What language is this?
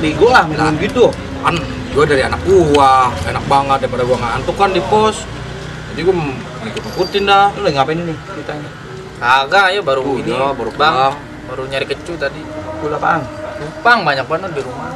Betawi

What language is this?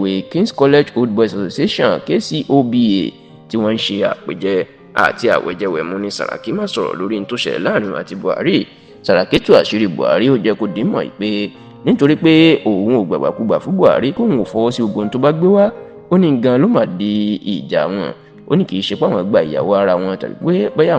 Yoruba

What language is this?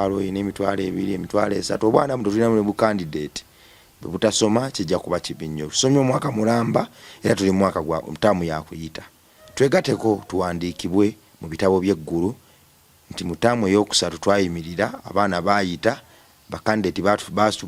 Ganda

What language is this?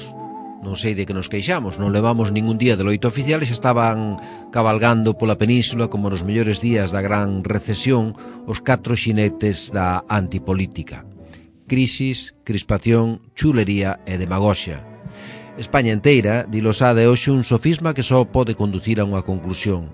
Galician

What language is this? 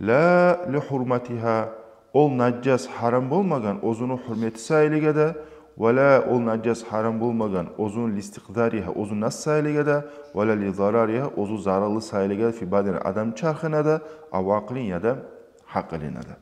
Kumyk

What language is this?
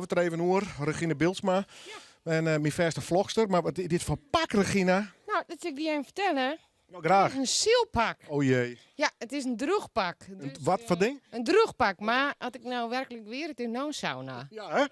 Western Frisian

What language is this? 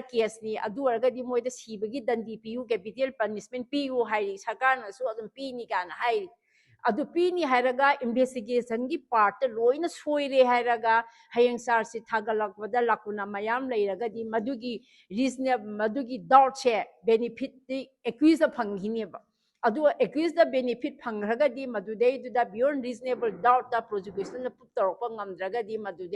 Manipuri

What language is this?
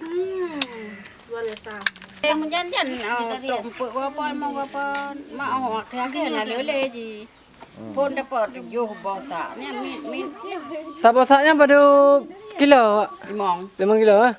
Achinese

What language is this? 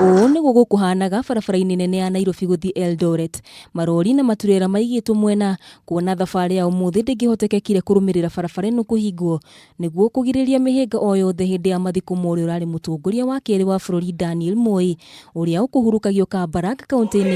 Kikuyu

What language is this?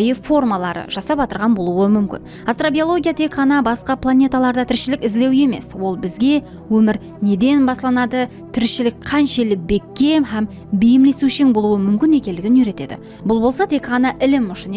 Kara-Kalpak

